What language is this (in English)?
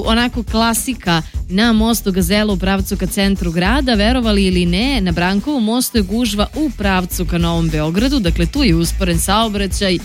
Serbian